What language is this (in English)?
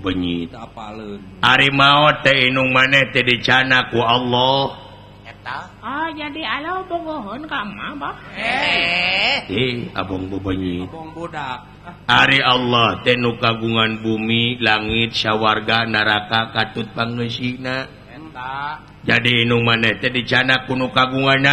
Sundanese